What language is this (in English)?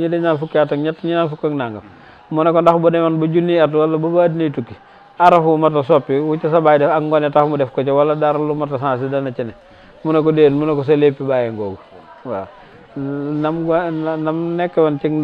Wolof